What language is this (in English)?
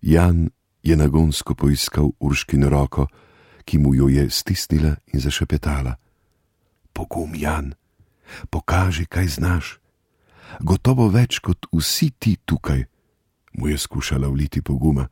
Slovenian